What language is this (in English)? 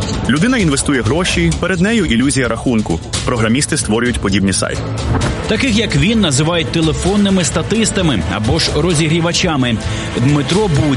Ukrainian